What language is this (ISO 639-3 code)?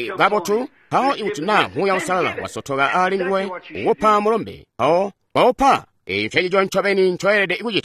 toi